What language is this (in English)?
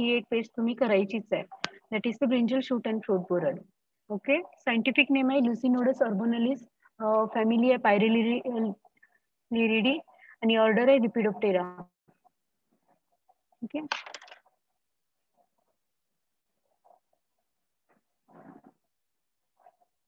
Marathi